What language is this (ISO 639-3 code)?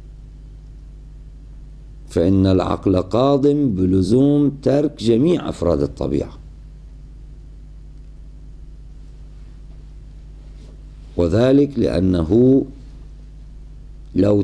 ara